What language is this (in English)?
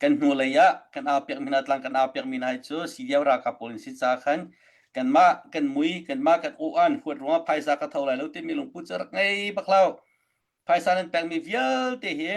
Hakha Chin